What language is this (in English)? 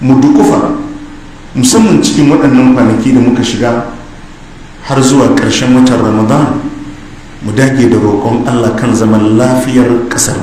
Hausa